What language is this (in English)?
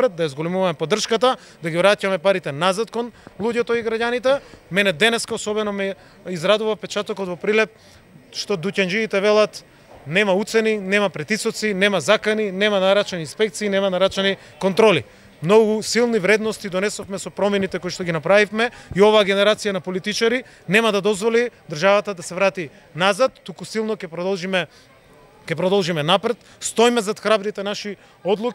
Macedonian